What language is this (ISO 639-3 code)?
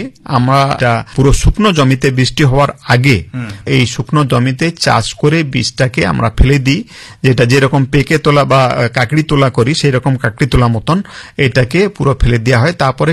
ben